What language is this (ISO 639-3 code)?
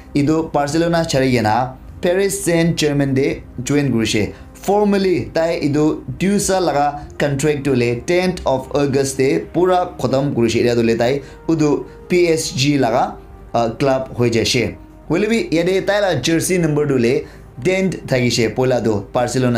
nag